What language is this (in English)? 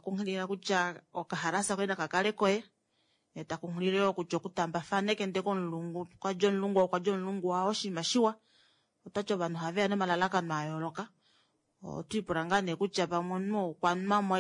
Kuanyama